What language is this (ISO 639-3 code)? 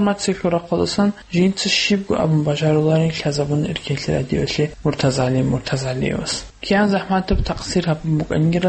ava